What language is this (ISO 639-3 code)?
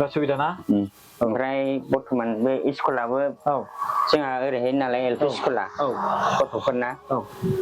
brx